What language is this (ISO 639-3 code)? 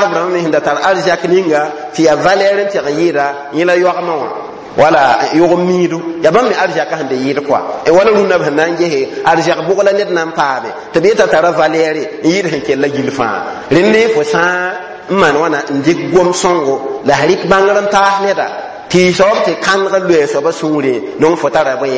mos